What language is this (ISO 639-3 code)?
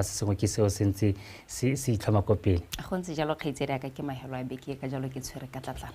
tsn